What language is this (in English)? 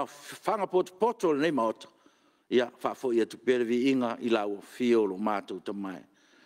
Samoan